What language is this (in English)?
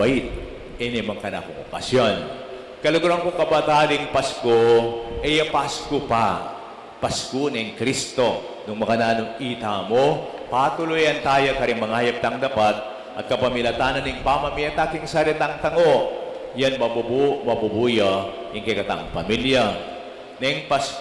Pampanga